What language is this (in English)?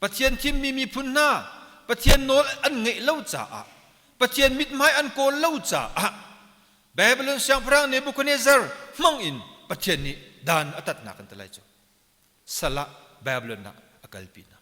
Hakha Chin